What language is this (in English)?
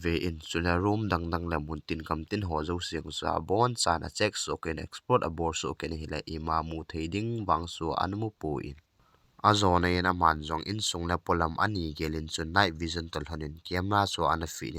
Thado Chin